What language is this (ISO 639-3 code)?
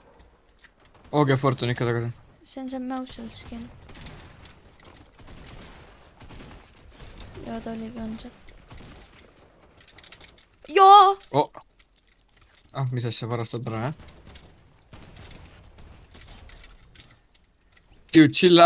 est